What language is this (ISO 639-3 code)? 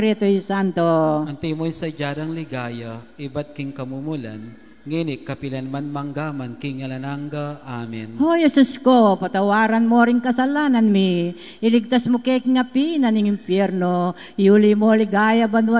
pam